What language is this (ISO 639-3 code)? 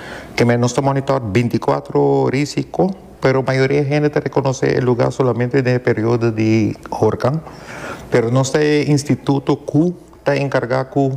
pap